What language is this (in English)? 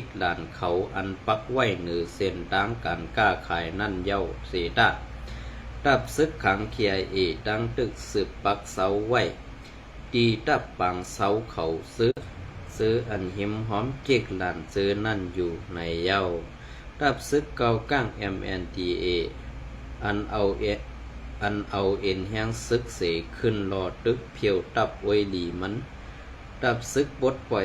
Shan